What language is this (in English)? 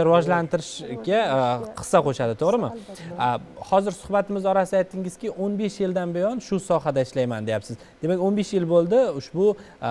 Uzbek